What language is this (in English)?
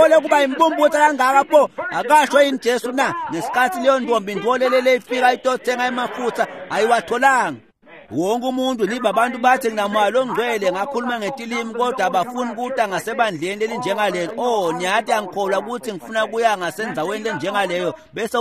Swati